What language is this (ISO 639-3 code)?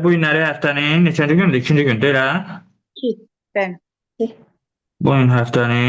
aze